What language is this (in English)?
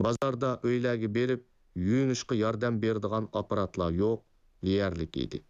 Uyghur